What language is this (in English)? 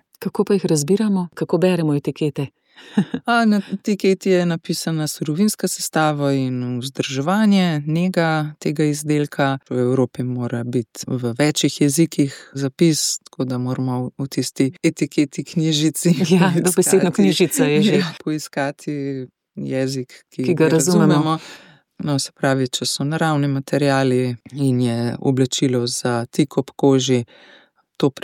Slovenian